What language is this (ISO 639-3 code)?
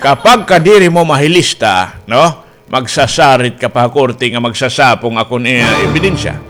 war